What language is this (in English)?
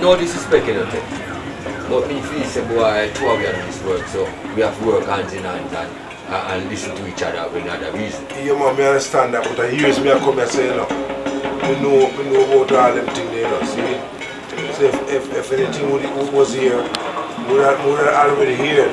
Jamaican Creole English